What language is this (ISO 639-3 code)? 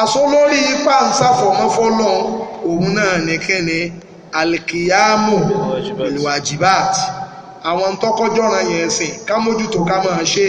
yor